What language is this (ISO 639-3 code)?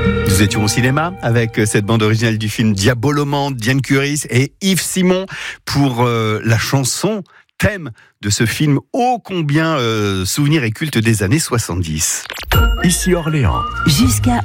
fra